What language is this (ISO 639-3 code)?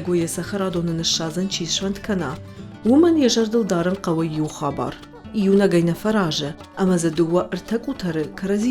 oss